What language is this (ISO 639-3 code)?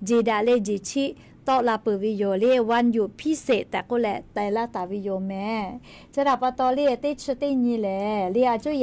lhu